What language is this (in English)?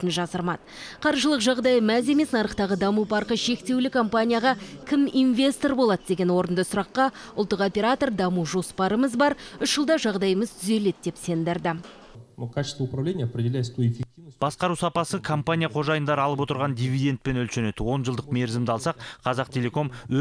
Kazakh